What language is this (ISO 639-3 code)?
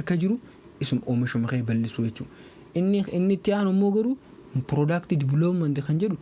orm